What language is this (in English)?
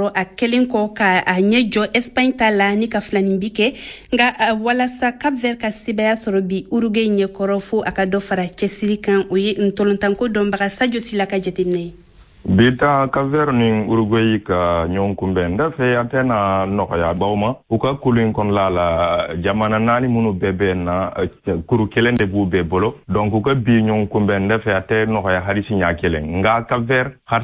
Bambara